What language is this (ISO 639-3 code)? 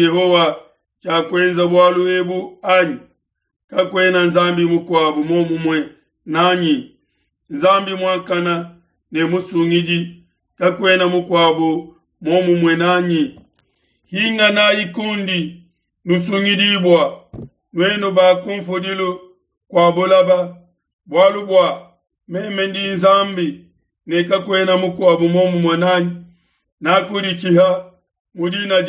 lua